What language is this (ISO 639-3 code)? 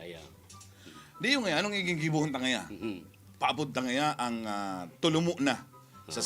bik